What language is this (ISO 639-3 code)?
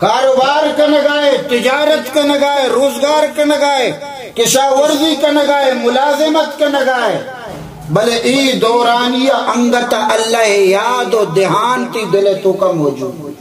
bal